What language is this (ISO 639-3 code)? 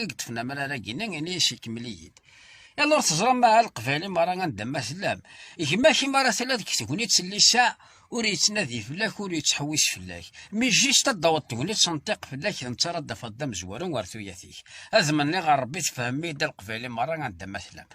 kab